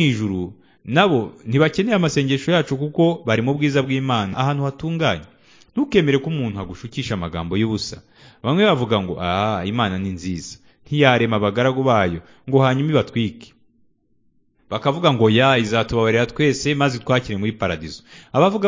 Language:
Kinyarwanda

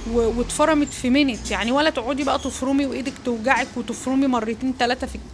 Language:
Egyptian Arabic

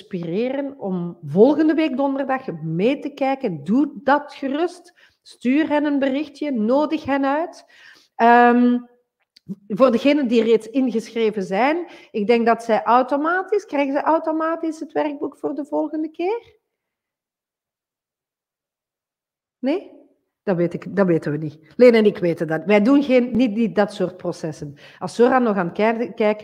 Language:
Dutch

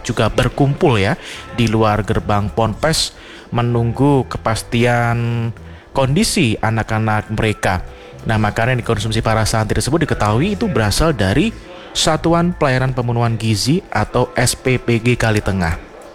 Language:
Indonesian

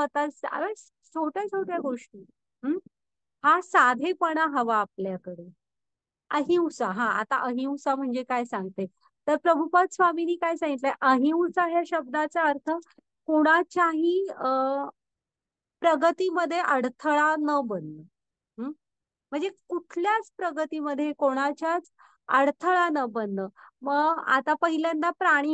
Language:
Marathi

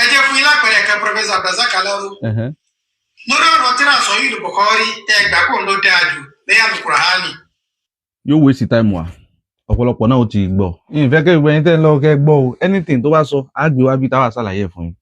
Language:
Yoruba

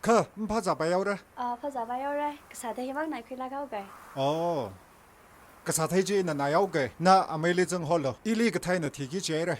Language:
Tangkhul Naga (India)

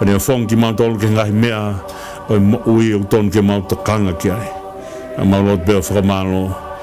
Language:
Tongan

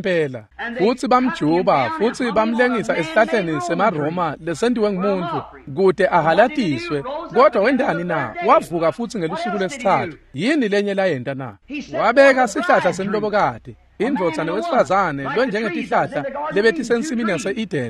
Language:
Swati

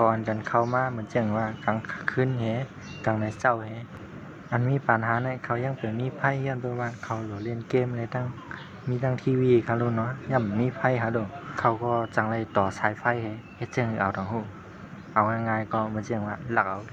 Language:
Shan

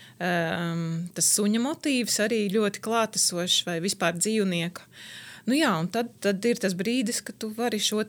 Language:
Latvian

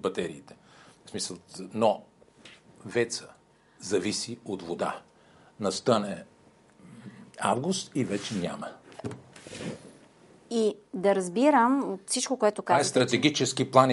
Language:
Bulgarian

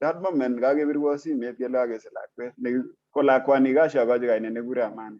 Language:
Kalenjin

